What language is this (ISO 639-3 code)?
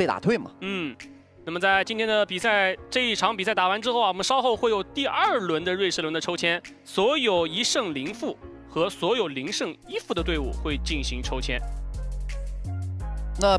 zho